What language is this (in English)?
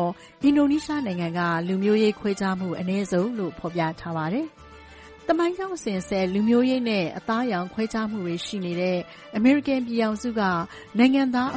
Burmese